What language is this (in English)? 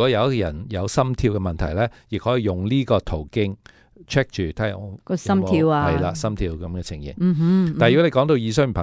Cantonese